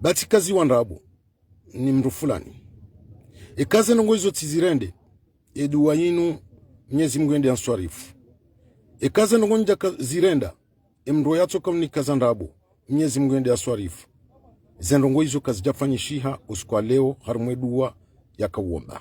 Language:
Ngazidja Comorian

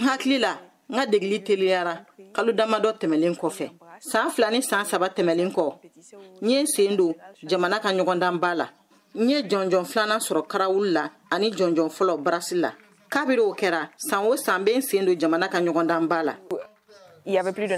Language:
Bambara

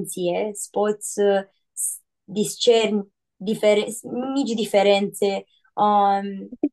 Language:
Aromanian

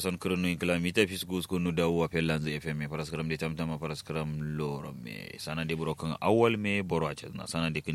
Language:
Kanuri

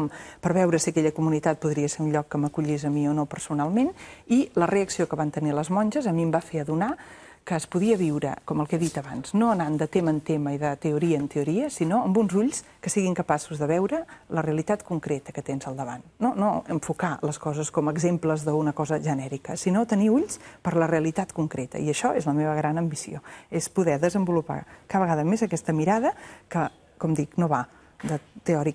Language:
Catalan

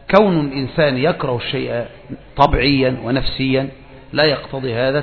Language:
Arabic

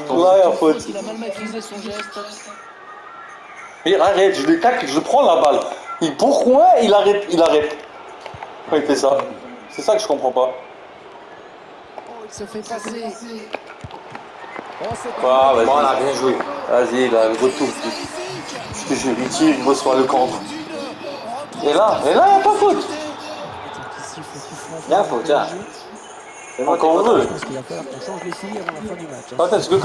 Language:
French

